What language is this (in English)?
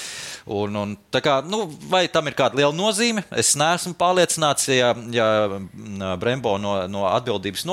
Latvian